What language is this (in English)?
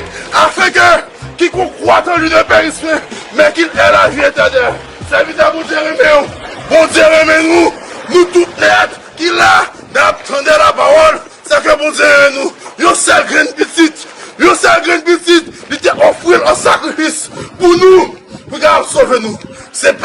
Haitian Creole